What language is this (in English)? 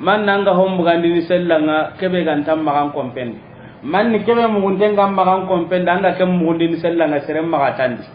Soninke